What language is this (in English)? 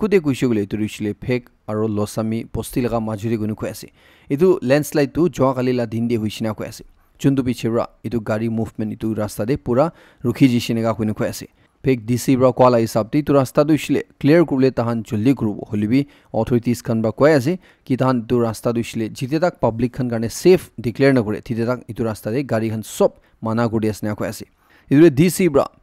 Naga Pidgin